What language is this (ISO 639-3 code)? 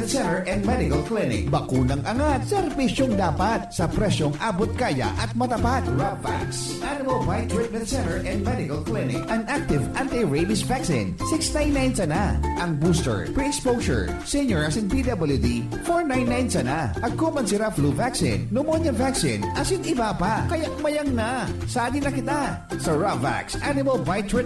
bik